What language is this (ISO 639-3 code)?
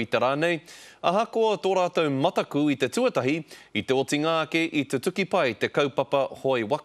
mri